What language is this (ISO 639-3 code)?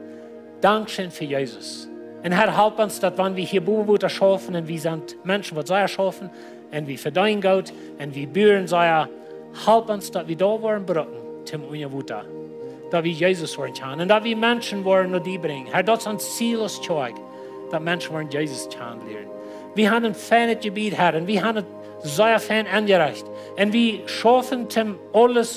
pdt